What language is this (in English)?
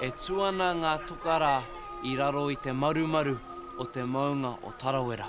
Māori